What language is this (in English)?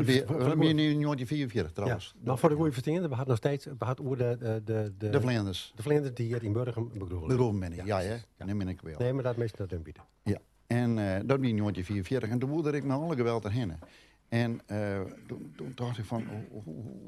Western Frisian